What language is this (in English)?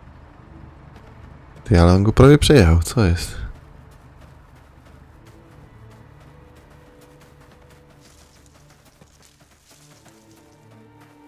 Polish